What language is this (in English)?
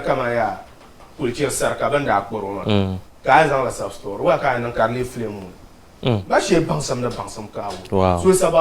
Dagbani